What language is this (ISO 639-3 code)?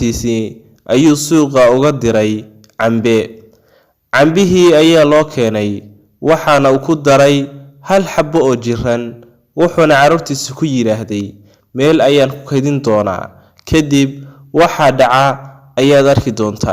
som